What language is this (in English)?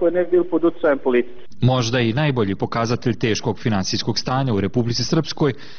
Bosnian